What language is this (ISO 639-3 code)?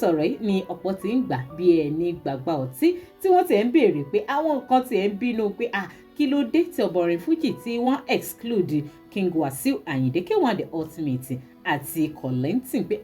yor